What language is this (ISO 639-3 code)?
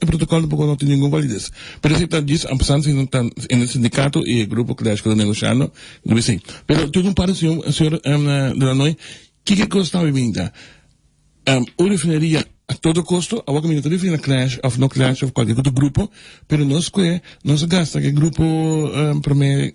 pap